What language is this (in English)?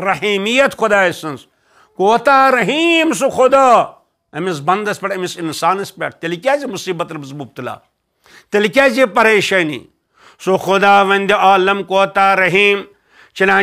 Kashmiri